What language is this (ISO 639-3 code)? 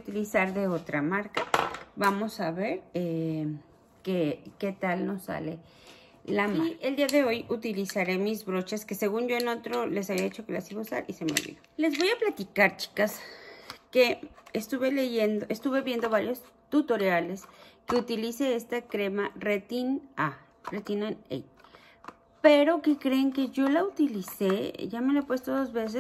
spa